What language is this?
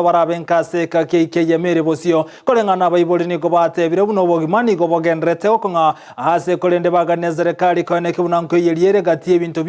Gusii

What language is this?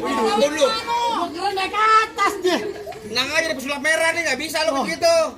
Betawi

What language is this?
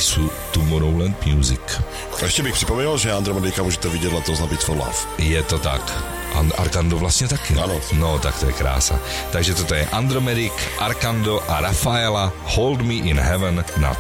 Czech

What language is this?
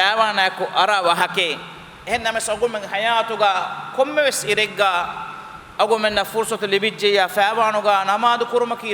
Divehi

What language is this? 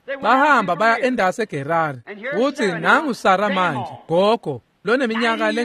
Swati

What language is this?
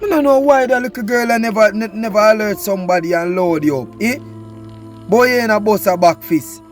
Jamaican Creole English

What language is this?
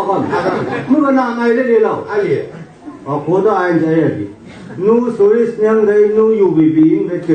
Chang Naga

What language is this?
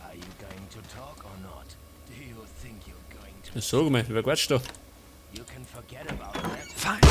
Bavarian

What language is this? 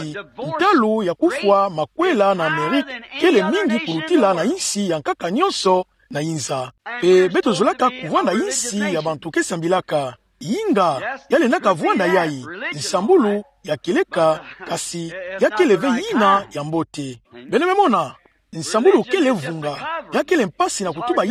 Kituba (Democratic Republic of Congo)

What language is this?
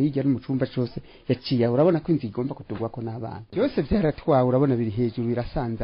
Kinyarwanda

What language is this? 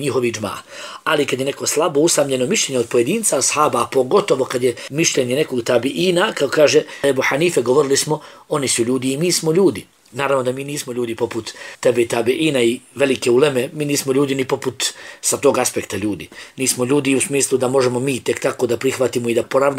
Bosnian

